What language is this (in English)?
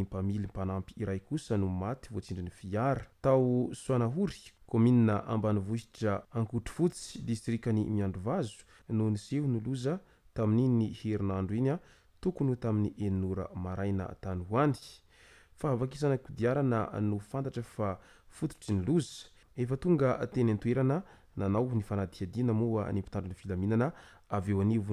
Malagasy